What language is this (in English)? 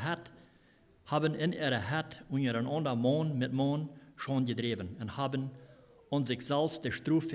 Plautdietsch